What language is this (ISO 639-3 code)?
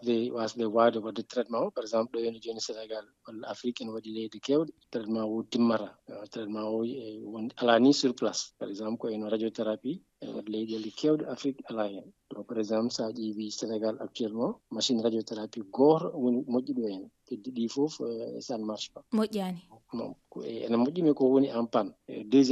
ful